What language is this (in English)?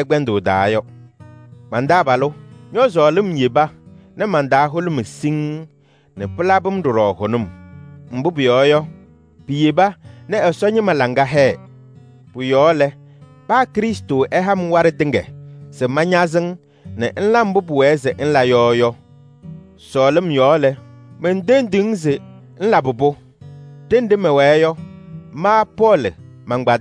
Kabiyè